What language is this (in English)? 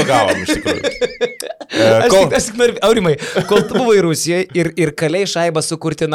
Lithuanian